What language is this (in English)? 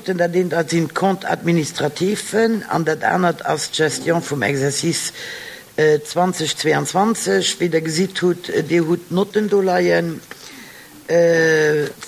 Luxembourgish